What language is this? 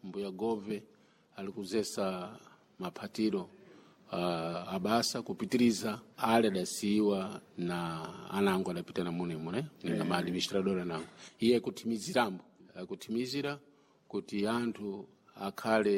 Sena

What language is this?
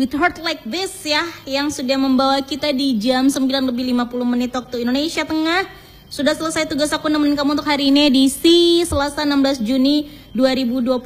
Indonesian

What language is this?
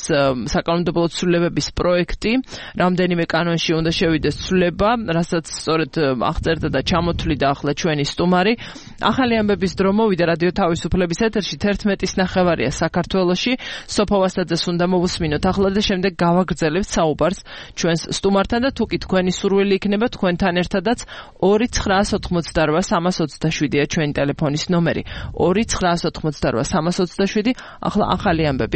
Georgian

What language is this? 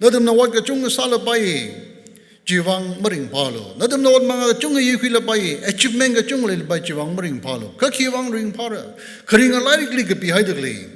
Tangkhul Naga (India)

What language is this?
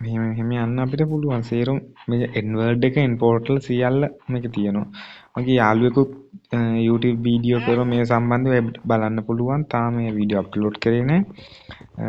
Sinhala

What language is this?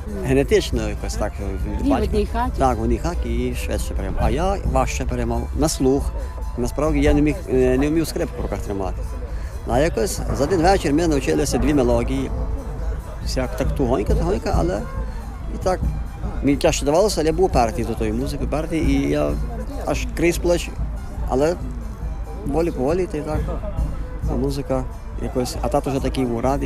Ukrainian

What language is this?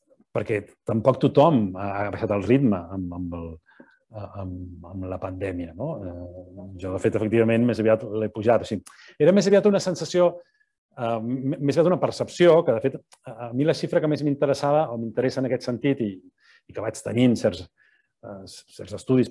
Catalan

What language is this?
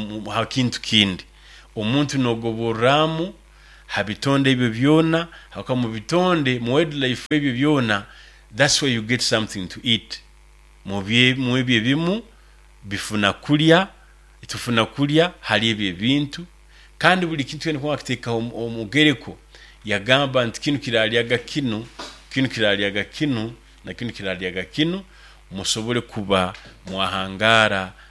Nyoro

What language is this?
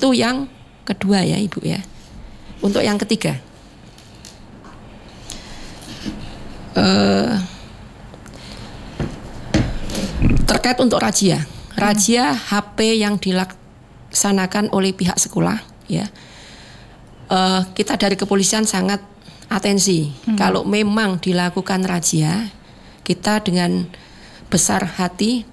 Indonesian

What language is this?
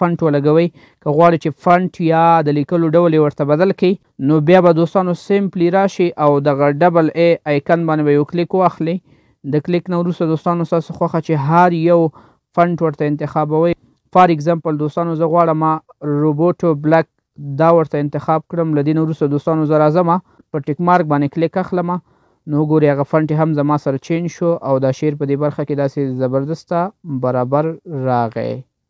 Pashto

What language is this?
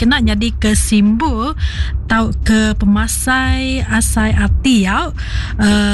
Iban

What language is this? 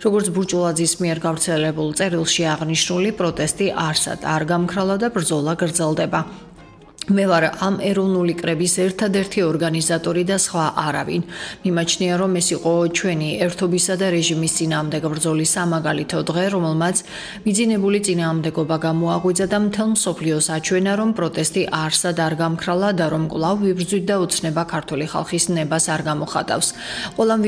Georgian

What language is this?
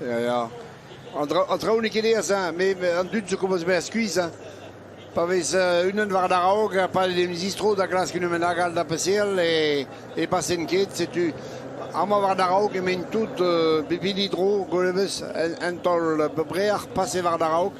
Breton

